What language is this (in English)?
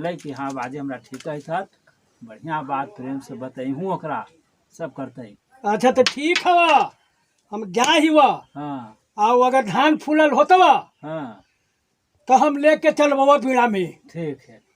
Magahi